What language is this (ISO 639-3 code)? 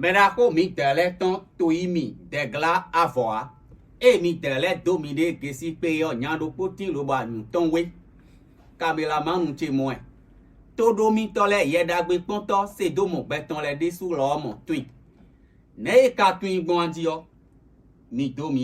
fon